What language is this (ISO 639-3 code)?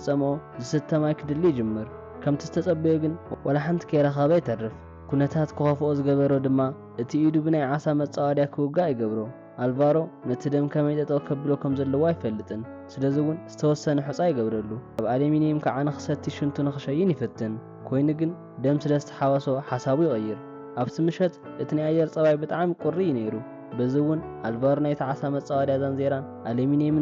tir